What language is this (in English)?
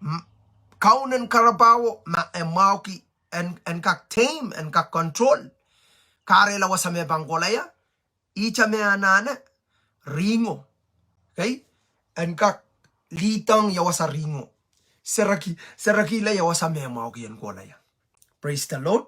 Pohnpeian